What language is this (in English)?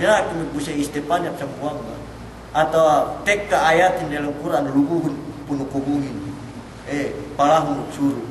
Yakan